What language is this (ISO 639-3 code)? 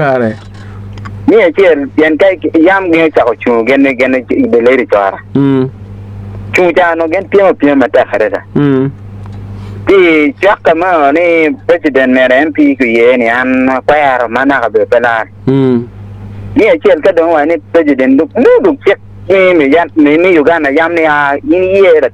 ach